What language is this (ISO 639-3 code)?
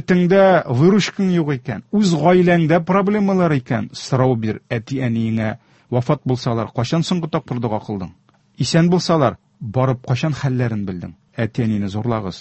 tat